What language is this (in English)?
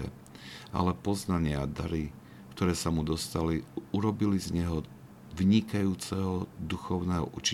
Slovak